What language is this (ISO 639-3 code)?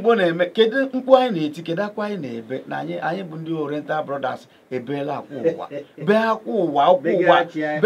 ibo